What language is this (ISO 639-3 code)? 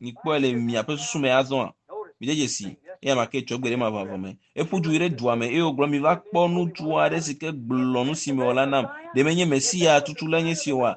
ewe